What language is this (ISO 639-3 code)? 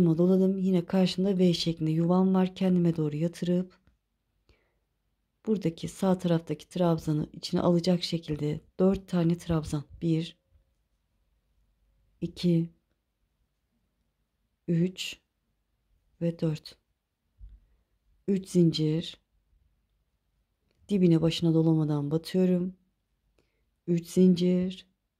tur